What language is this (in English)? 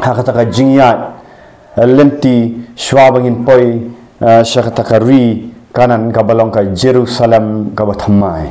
Khasi